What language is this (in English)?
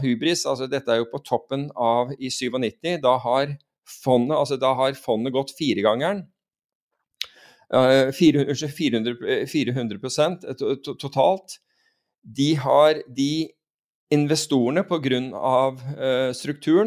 Norwegian